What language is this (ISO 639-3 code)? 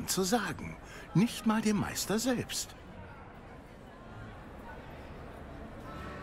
deu